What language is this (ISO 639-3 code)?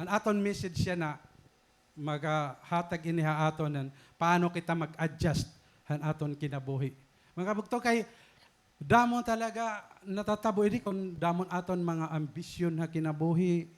war